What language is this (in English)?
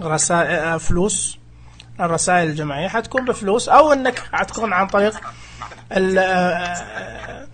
Najdi Arabic